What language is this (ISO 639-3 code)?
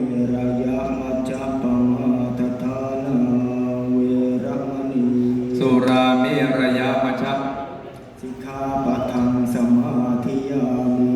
pli